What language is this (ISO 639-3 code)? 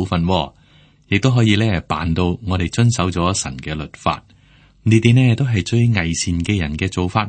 yue